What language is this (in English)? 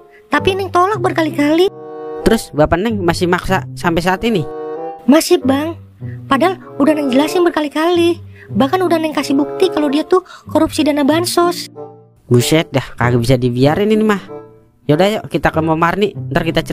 Betawi